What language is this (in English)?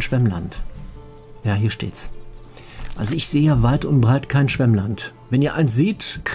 German